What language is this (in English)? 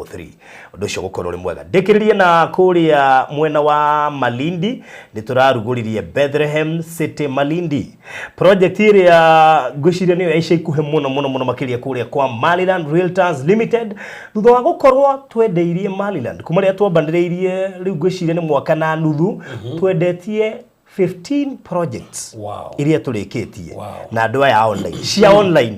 Kikuyu